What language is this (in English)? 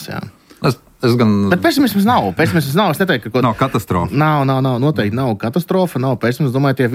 Latvian